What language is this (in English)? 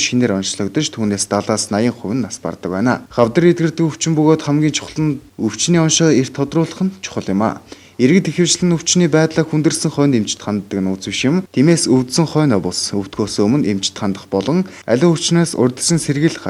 Mongolian